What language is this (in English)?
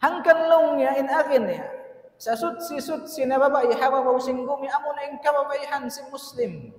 Tausug